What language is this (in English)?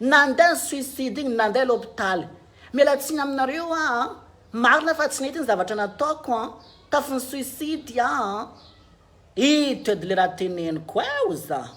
Malagasy